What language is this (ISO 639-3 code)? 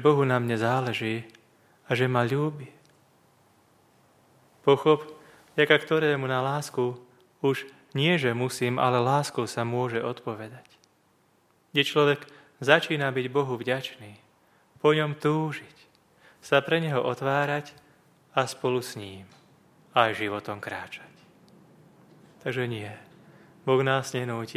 slk